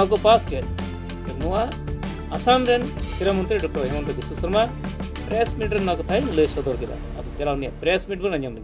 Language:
Santali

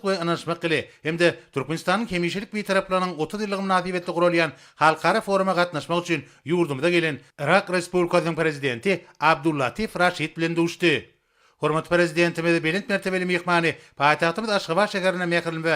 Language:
Turkmen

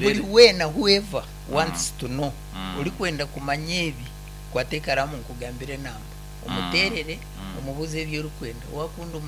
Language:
Nyankole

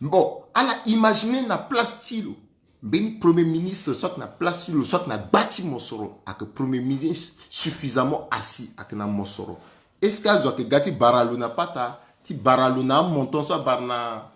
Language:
Sango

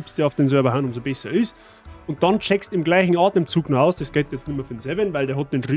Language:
Bavarian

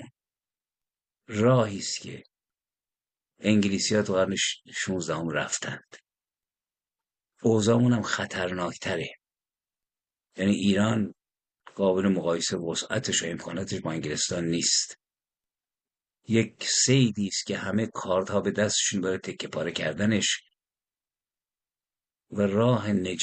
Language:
Persian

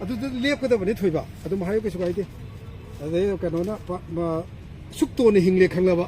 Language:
Manipuri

